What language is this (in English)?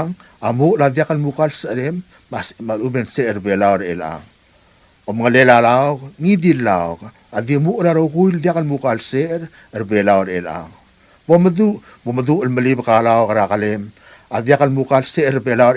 Palauan